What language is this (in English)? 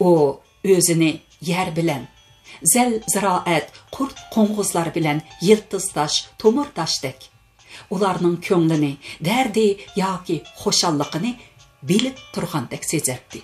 Uyghur